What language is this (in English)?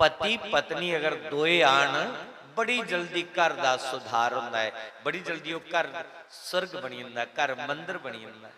Dogri